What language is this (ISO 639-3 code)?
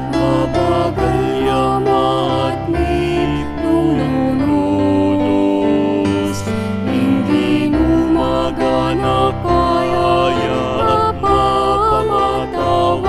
pam